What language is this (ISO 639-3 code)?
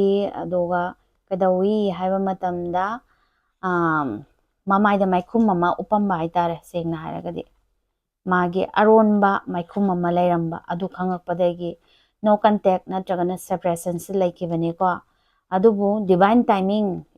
mni